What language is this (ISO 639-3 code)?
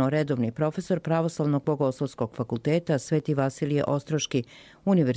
srp